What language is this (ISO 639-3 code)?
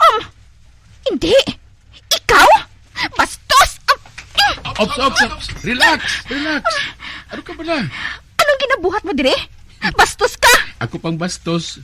hil